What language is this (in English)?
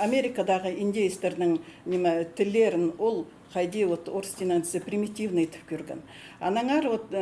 Khakas